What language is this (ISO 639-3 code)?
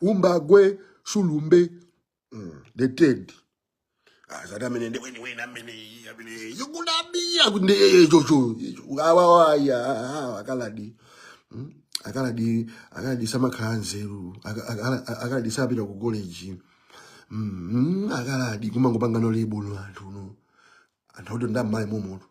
nya